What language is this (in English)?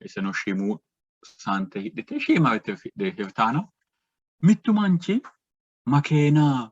Sidamo